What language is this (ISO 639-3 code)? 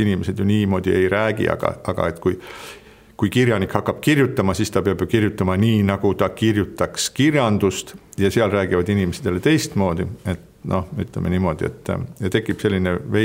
est